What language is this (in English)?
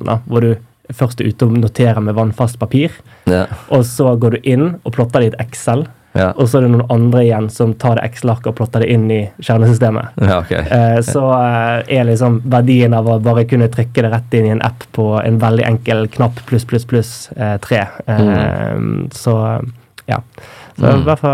Norwegian